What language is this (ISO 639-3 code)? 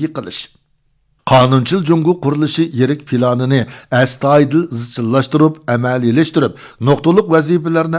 uig